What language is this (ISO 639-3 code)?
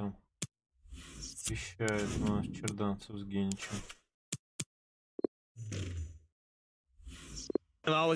rus